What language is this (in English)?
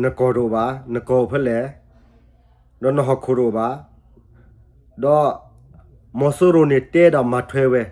S'gaw Karen